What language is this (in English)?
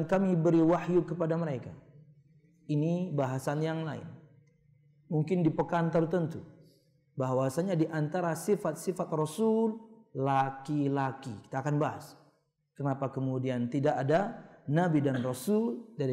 Indonesian